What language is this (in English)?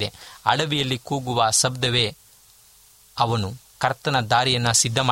Kannada